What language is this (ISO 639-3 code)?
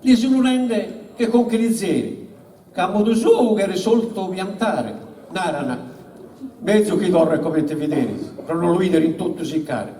srd